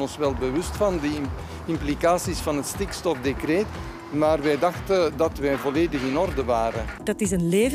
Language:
Dutch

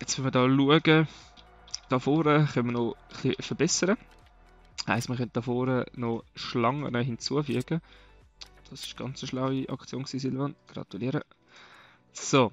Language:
Swiss German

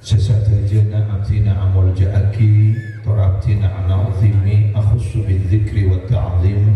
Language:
Madurese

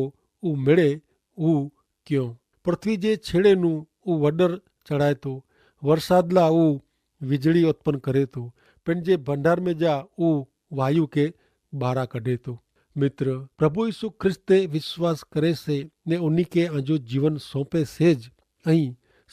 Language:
Kachhi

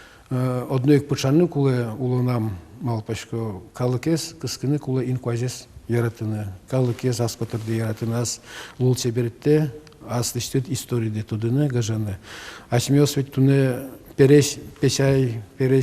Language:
Udmurt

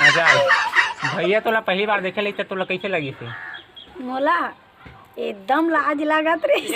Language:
Chhattisgarhi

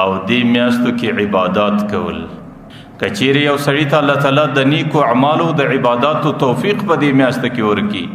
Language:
Pashto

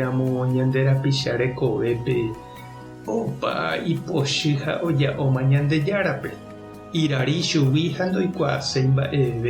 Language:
Guarani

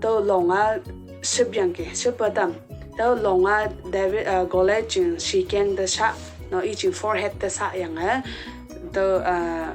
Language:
Konyak Naga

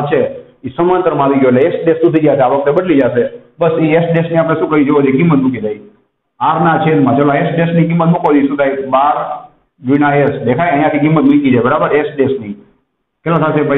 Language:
Gujarati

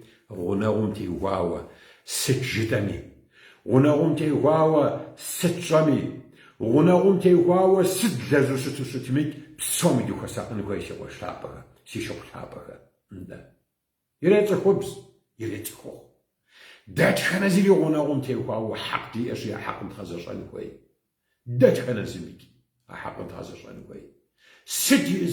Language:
Kabardian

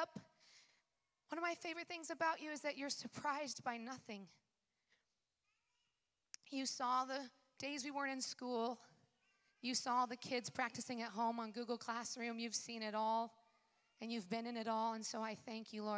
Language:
English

